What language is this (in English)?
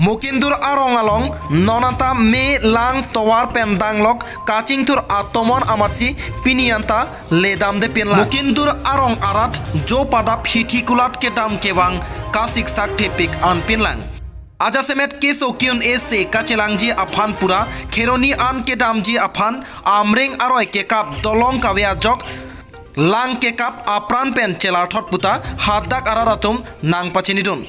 Karbi